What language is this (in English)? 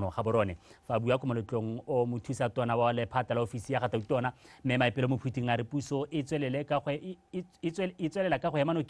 Tswana